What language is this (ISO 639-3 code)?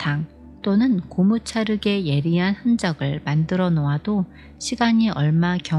kor